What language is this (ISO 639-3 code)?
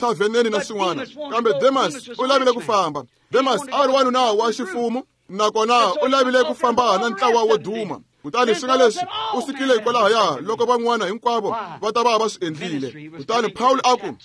tso